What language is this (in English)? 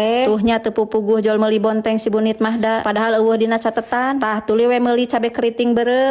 Sundanese